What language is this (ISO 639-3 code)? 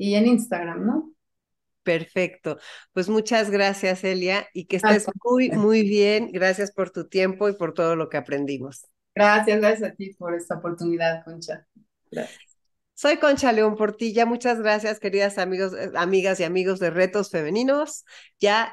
spa